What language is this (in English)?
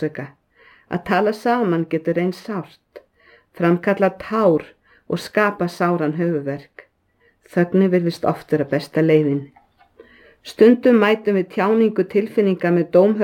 Icelandic